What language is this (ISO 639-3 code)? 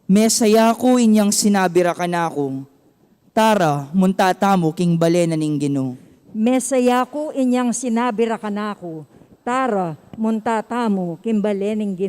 pam